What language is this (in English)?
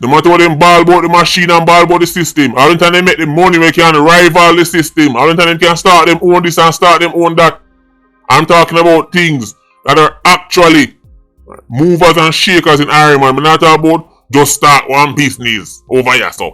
Jamaican Creole English